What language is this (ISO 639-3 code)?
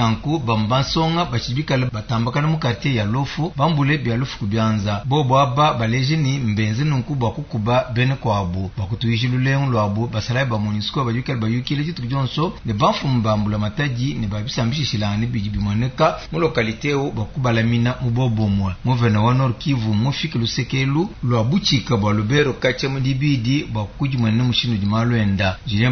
lua